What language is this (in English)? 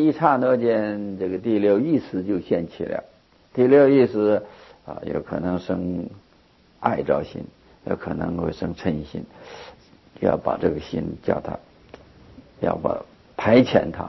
Chinese